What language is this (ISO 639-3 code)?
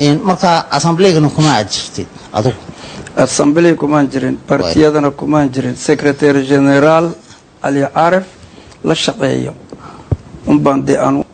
som